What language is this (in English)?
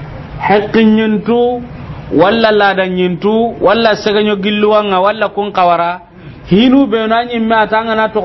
Soninke